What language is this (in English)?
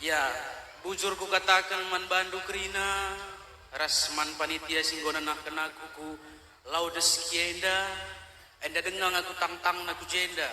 Batak Karo